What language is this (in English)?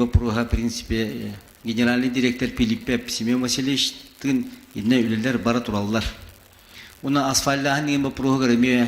Yakut